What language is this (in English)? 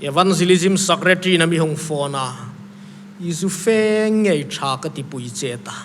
Hmar